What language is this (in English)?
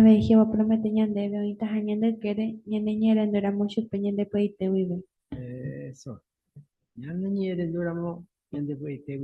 Guarani